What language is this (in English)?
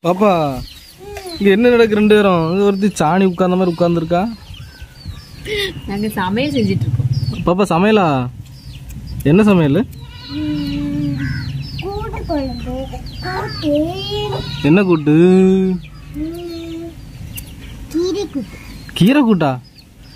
Tamil